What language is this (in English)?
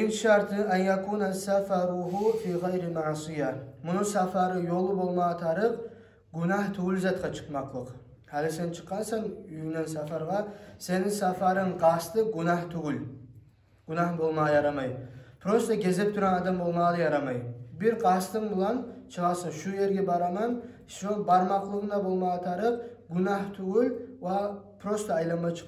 Kumyk